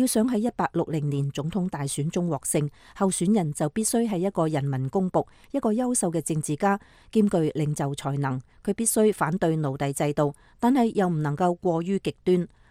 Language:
Cantonese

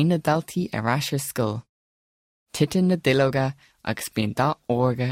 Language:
Irish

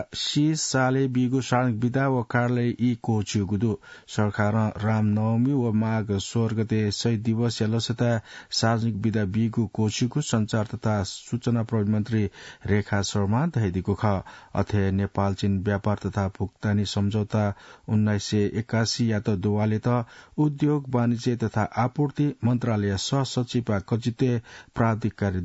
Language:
Newari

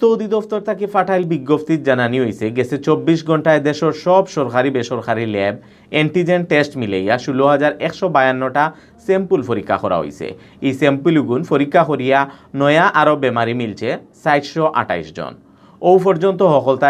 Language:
Sylheti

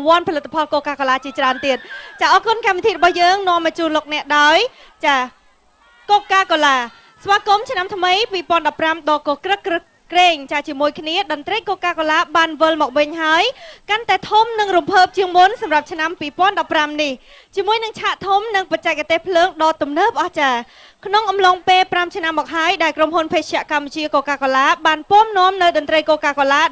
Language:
Khmer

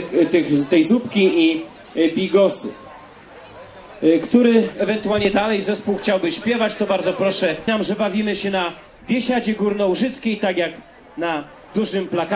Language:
Polish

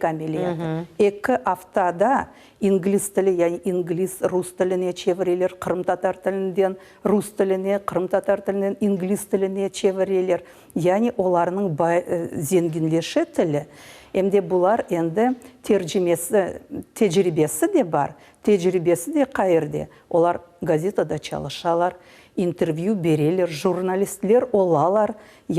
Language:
Crimean Tatar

